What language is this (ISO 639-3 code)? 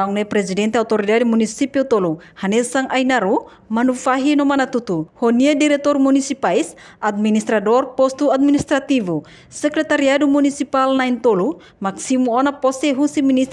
tet